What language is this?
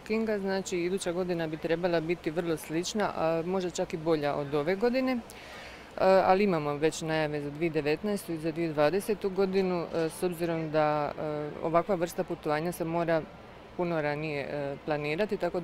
Croatian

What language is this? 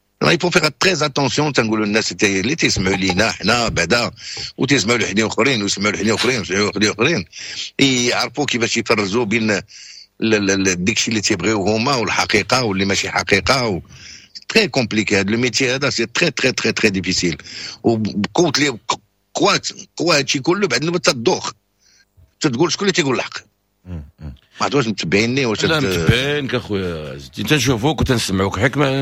Moroccan Arabic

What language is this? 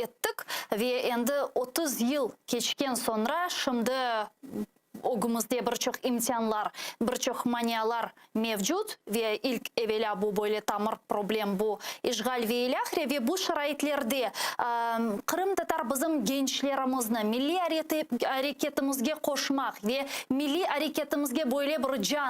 Crimean Tatar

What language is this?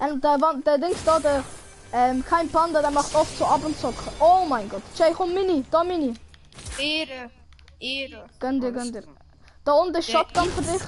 Swiss German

